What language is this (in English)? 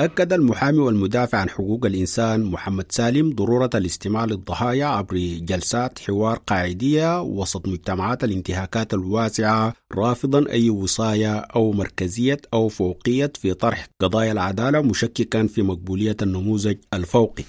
Sudanese Arabic